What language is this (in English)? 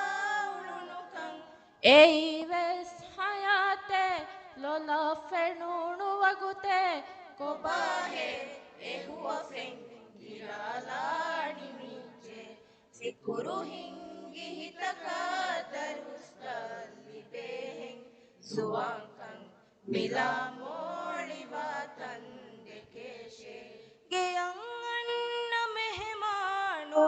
Divehi